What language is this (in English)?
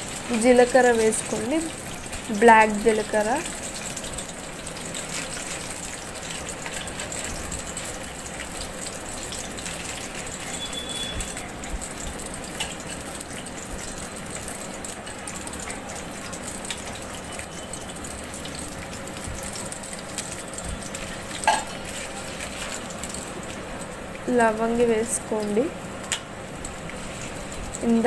Telugu